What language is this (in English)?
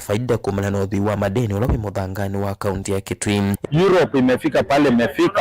Kamba